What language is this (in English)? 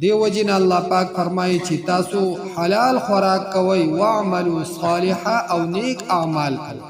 Pashto